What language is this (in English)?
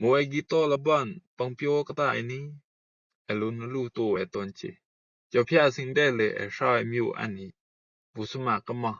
Rumai Palaung